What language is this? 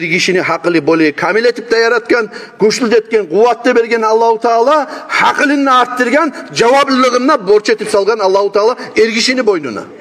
Kumyk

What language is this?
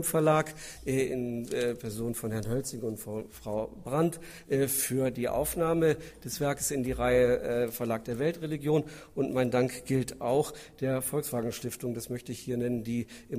German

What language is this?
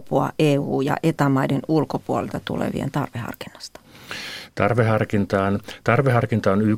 Finnish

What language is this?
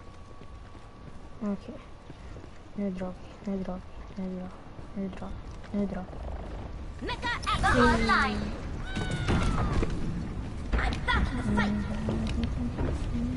Swedish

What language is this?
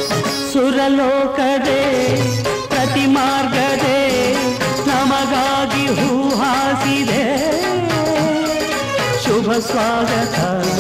Kannada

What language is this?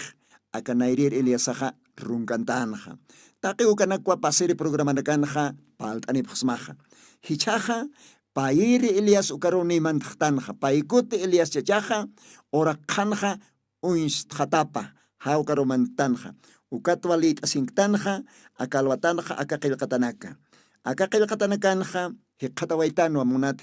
Aymara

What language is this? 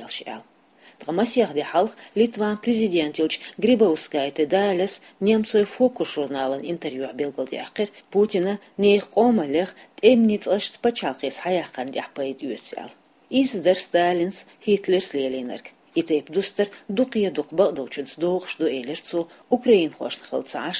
Chechen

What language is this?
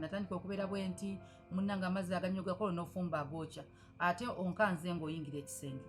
Ganda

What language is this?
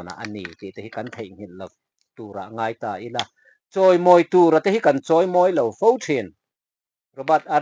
Mizo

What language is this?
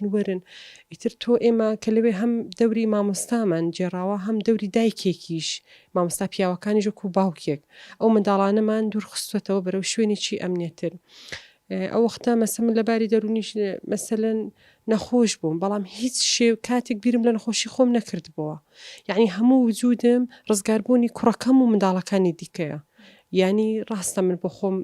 Central Kurdish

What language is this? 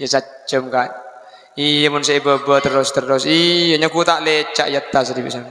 Madurese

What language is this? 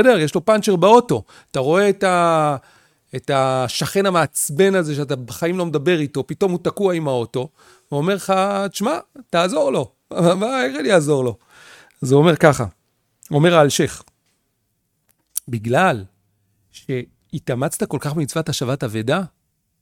Hebrew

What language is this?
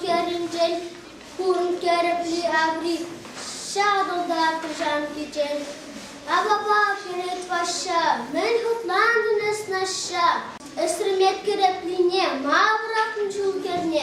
Chuvash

